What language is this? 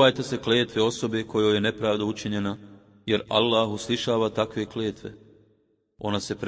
Bosnian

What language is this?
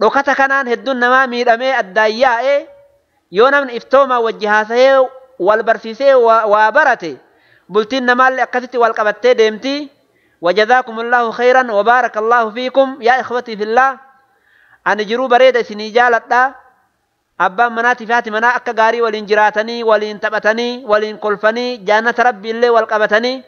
Oromo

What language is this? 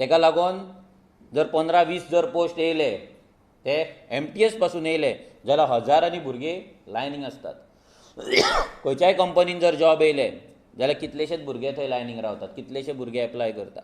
Konkani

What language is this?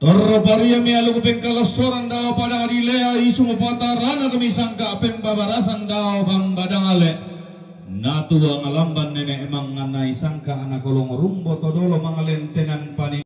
Toraja-Sa'dan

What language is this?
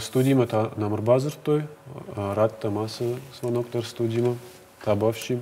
Ossetic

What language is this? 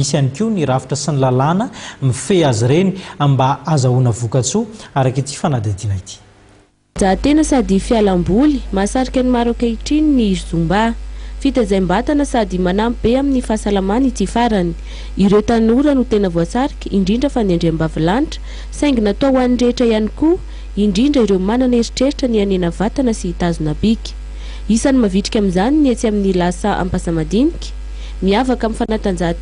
Malagasy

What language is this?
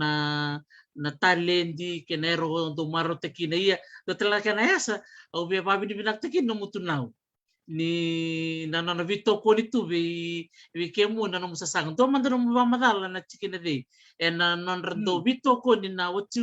Fijian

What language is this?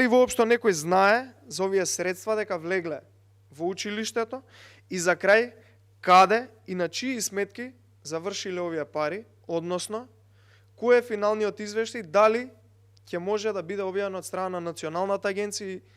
Macedonian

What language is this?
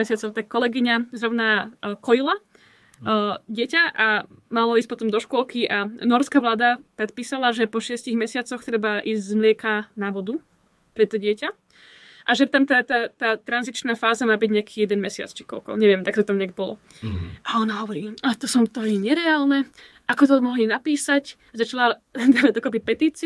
Slovak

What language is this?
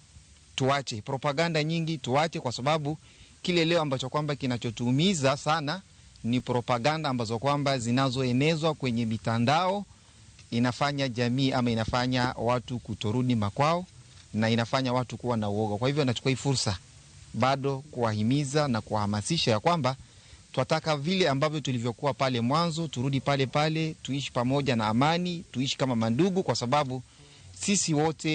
Luo (Kenya and Tanzania)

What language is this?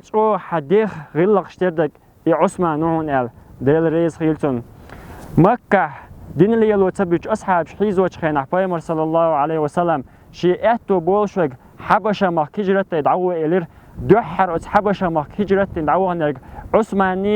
Chechen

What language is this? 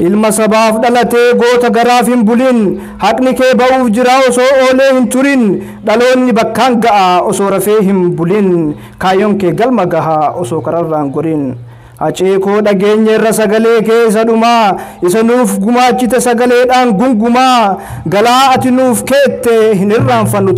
Oromo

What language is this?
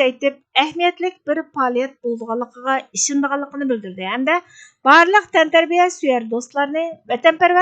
Uyghur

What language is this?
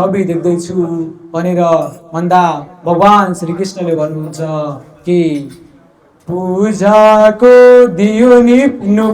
Nepali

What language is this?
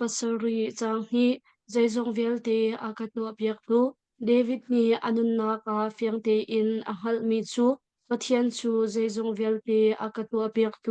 Hakha Chin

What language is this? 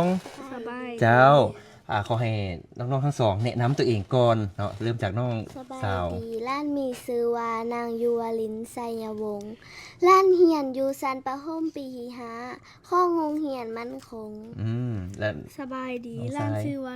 Lao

